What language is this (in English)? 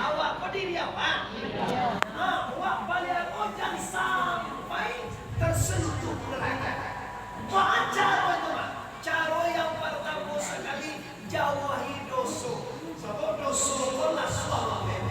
Minangkabau